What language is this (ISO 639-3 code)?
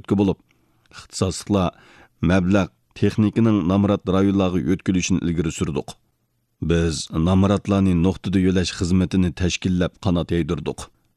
uig